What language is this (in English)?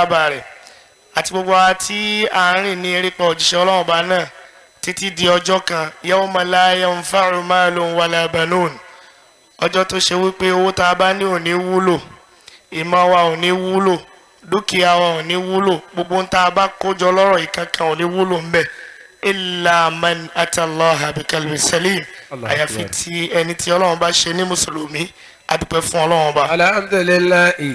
Yoruba